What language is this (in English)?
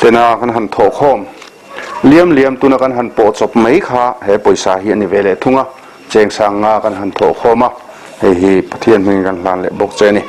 Mizo